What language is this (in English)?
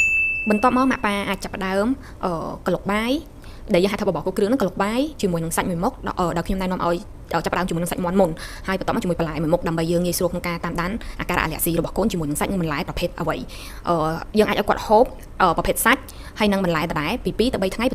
Khmer